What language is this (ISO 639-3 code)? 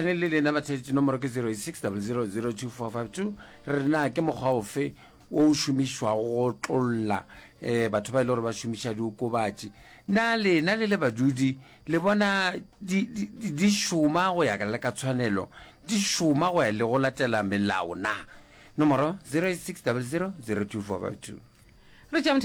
nso